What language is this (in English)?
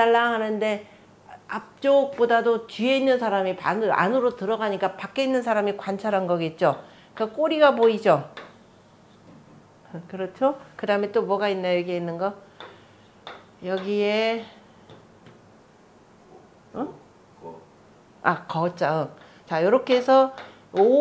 Korean